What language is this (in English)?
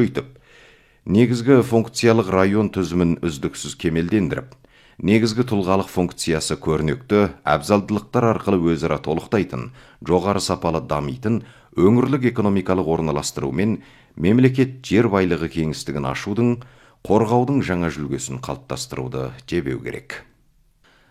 Kazakh